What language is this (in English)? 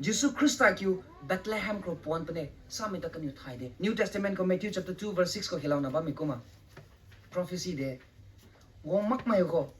Rongmei Naga